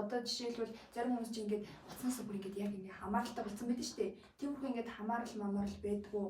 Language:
Mongolian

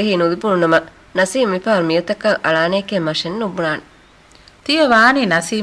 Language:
Divehi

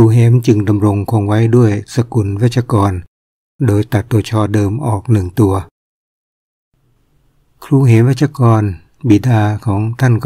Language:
Thai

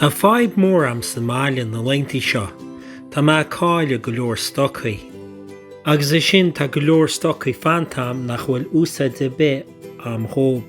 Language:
Irish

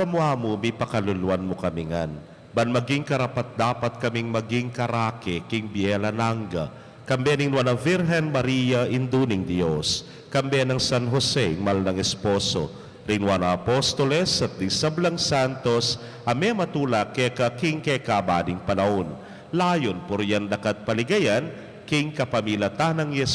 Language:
Pampanga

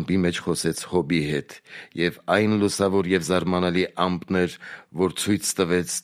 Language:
Armenian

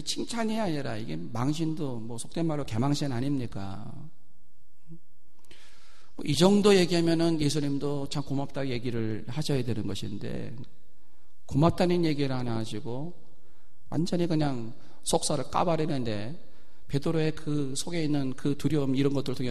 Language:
Korean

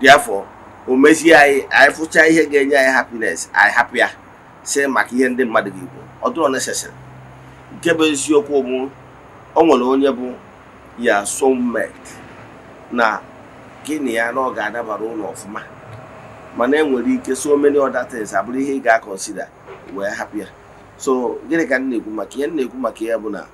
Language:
Igbo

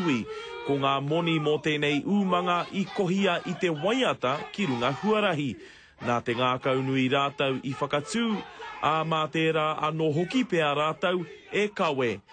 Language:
Māori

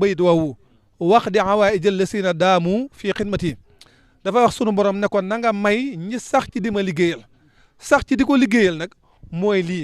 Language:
Wolof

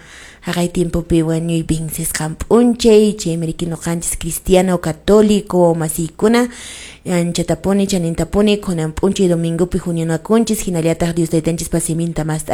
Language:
Quechua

